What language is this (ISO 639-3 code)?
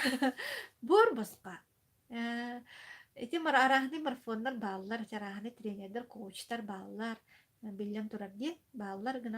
sah